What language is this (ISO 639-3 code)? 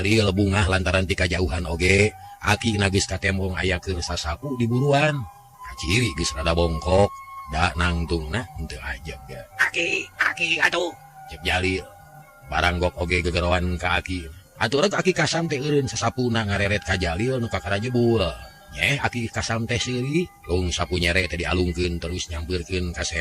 sun